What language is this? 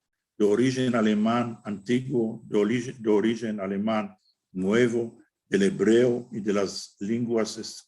Ladino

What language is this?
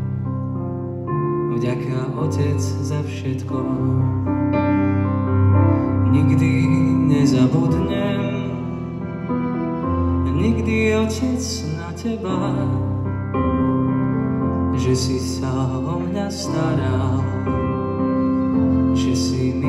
Slovak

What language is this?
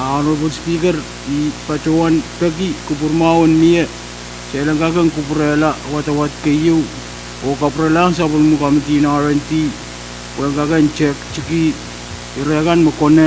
Pohnpeian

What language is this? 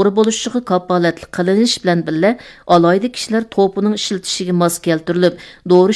Uyghur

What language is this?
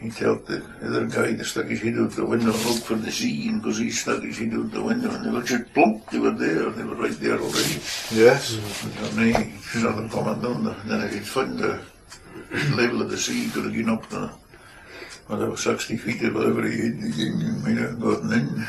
Scots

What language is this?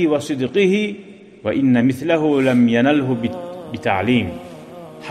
Kumyk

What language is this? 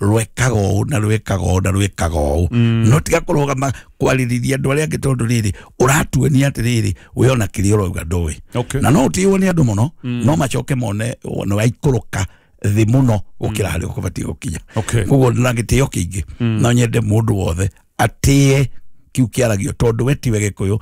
Kikuyu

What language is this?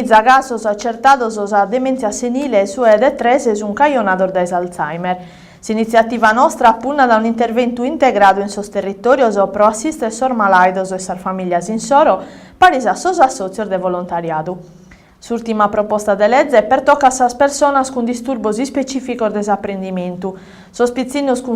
Sardinian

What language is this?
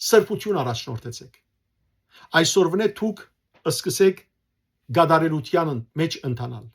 Western Armenian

